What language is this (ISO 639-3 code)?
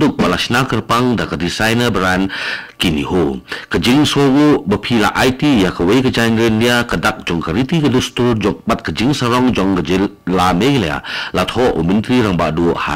kha